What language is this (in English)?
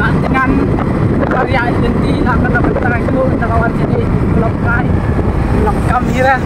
Khasi